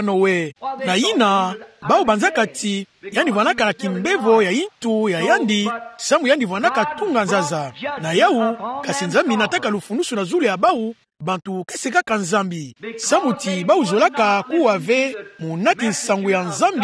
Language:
Kituba (Democratic Republic of Congo)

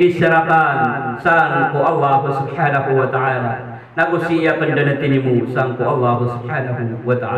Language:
Maranao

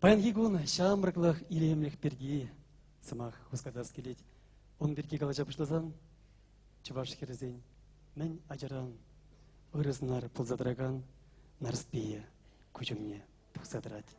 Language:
Chuvash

